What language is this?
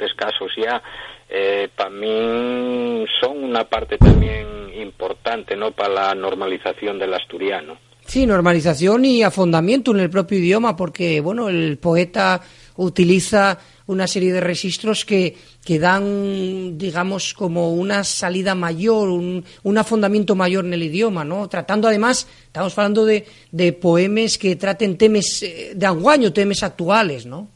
Asturian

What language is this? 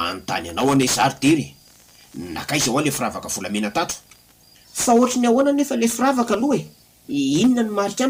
Malagasy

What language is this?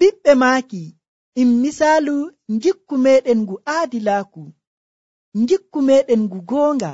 Nigerian Fulfulde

